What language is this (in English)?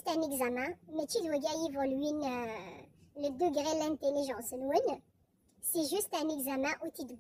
Kabyle